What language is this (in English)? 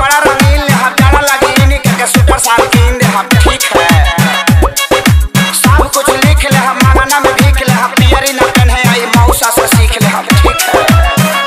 Bhojpuri